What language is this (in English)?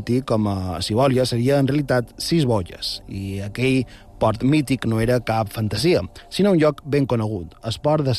Catalan